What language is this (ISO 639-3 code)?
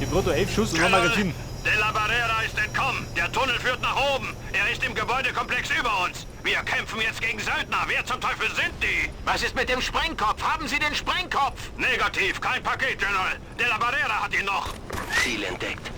bar